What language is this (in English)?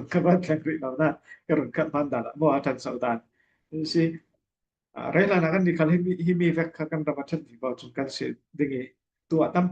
Falam Chin